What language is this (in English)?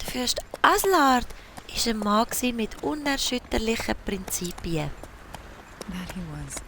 Swiss German